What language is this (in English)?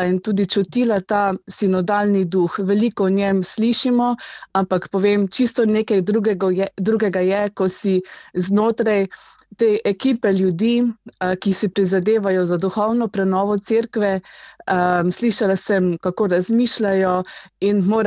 Slovenian